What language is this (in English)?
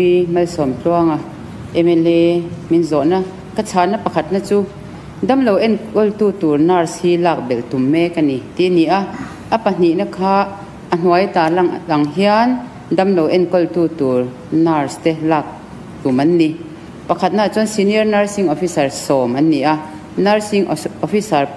Mizo